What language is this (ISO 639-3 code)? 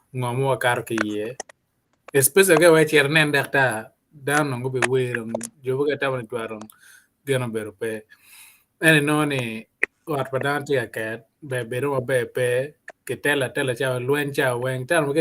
ach